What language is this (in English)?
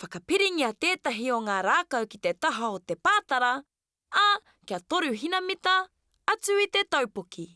Māori